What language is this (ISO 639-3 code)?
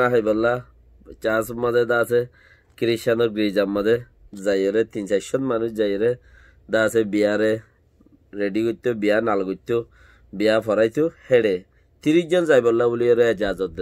rhg